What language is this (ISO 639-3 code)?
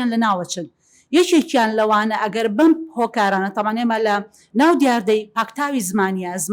ckb